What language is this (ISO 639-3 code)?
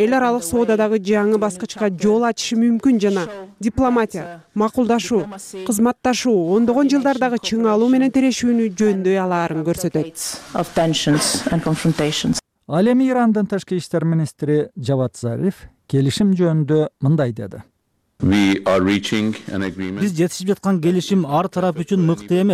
kir